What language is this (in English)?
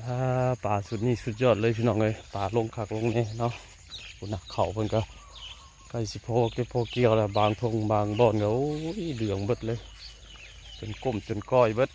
Northeastern Thai